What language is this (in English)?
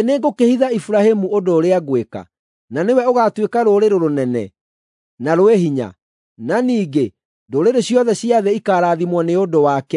Kikuyu